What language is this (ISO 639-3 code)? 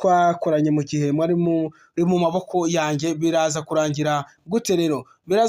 kin